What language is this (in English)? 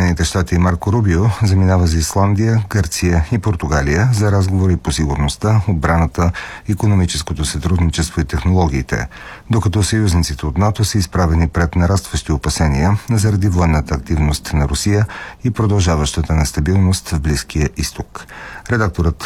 Bulgarian